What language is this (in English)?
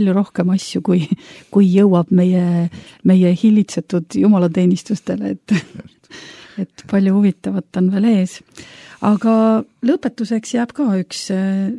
Estonian